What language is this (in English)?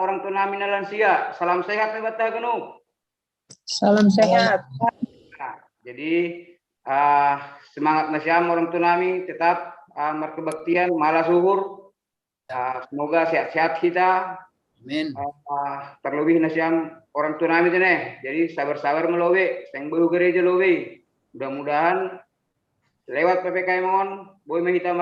Batak Simalungun